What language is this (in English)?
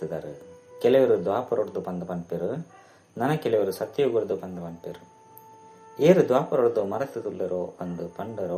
Tulu